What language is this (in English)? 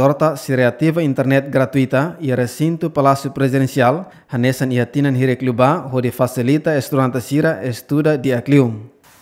Tetum